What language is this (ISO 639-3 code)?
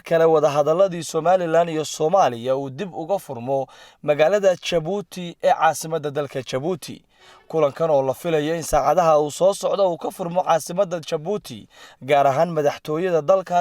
som